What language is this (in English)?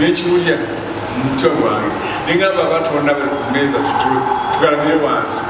Ganda